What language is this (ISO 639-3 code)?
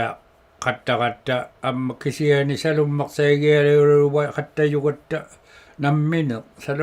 iku